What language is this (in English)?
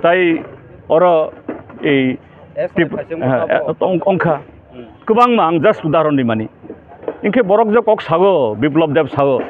Kok Borok